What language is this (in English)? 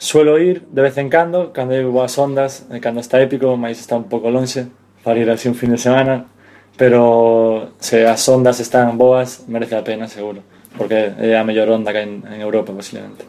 Galician